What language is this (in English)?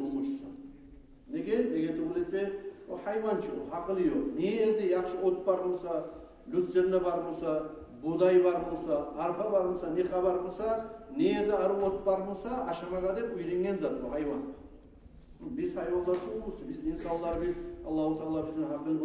Kumyk